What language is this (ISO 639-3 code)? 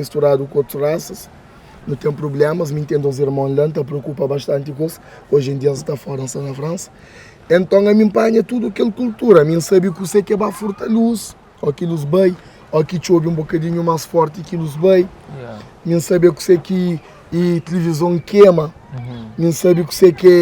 kea